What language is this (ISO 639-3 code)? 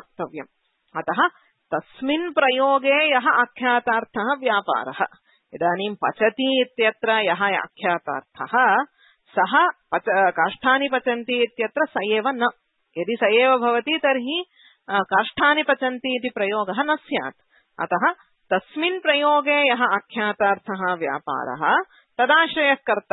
san